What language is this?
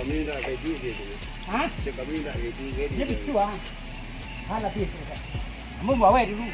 Minangkabau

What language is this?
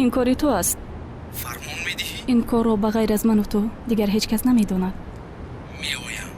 Tajik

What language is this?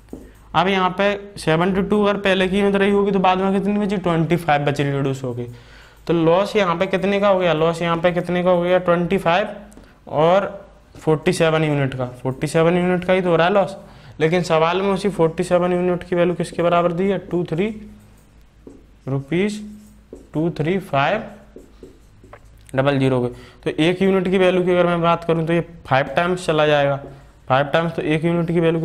Hindi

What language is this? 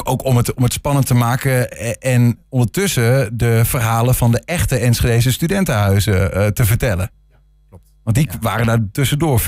Dutch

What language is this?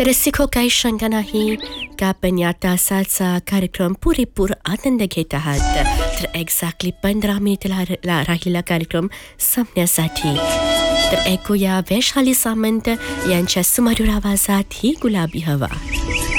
Marathi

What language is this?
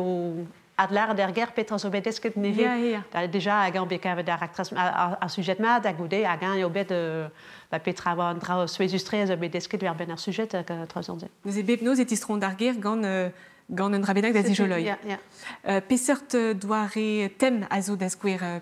Breton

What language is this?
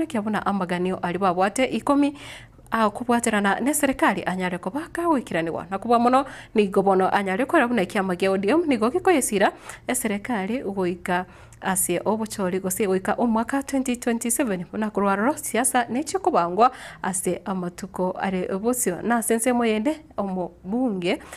Gusii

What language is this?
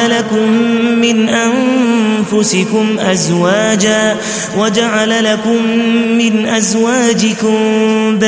Arabic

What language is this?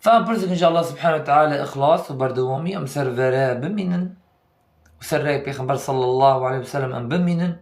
Kurdish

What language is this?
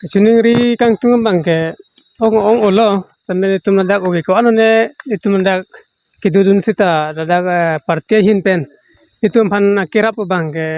Karbi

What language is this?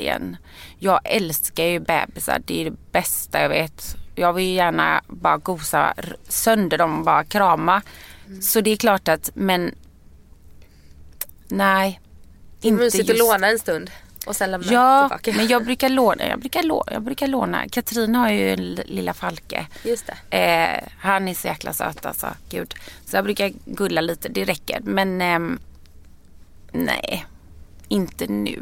Swedish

